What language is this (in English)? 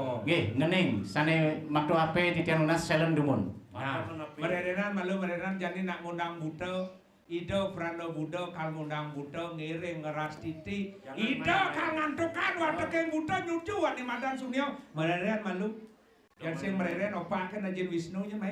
Balinese